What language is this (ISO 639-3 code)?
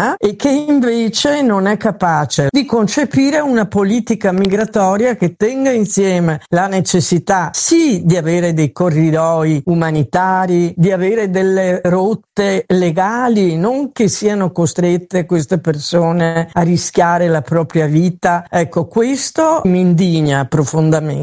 ita